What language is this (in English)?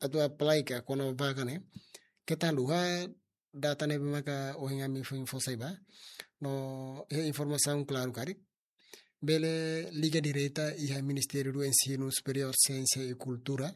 Tetum